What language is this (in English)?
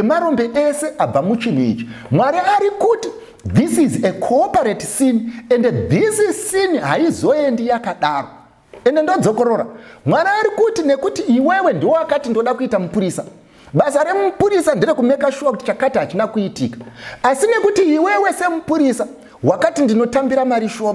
Shona